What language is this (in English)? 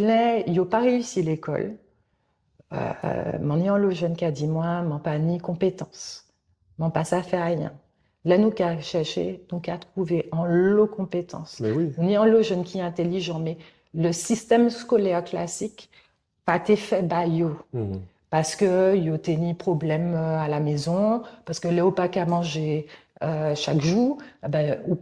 Guadeloupean Creole French